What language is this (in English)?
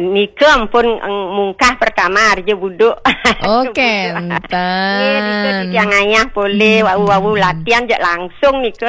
Balinese